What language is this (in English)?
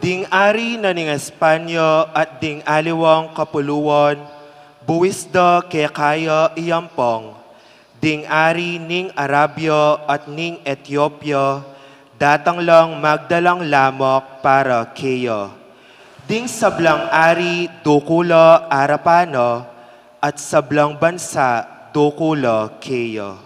Pampanga